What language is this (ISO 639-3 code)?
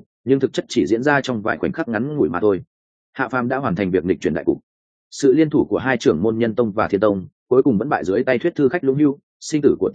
vie